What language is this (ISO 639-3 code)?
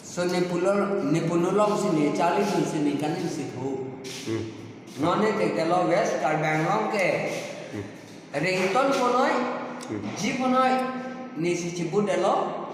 mjw